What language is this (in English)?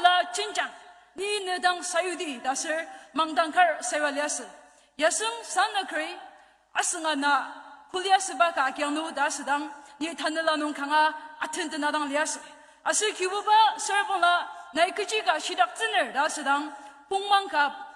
Ao Naga